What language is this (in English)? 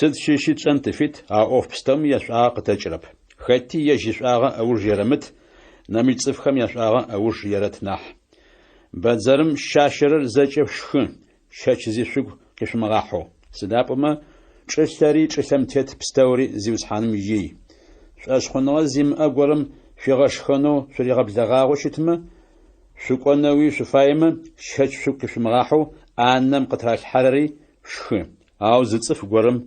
Adyghe